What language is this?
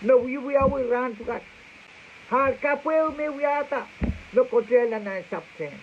Pohnpeian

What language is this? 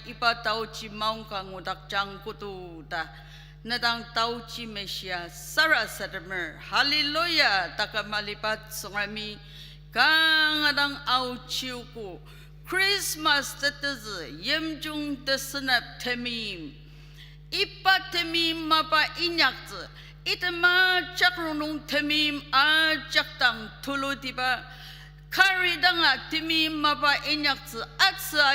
Ao Naga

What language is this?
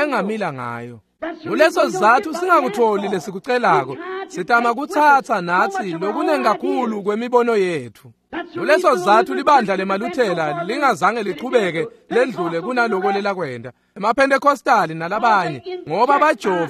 Swati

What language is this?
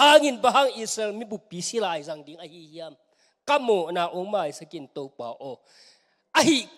Tedim Chin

